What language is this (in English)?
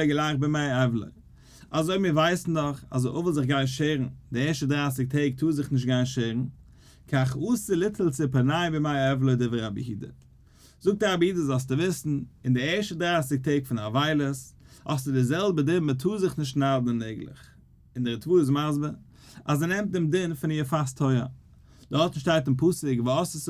Yiddish